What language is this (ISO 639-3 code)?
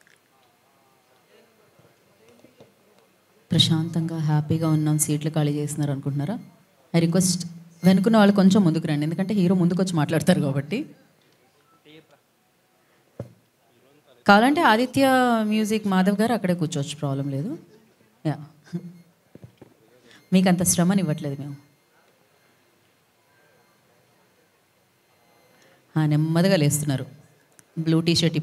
tel